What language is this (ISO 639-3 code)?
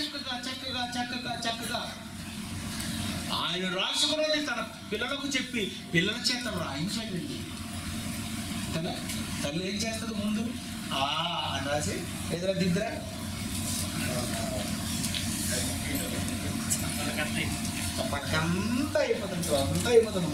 tel